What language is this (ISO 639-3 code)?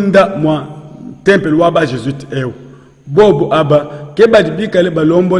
lua